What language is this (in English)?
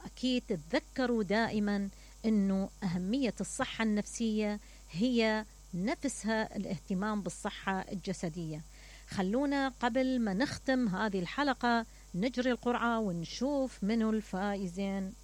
Mesopotamian Arabic